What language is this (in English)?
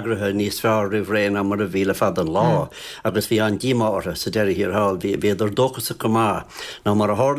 Irish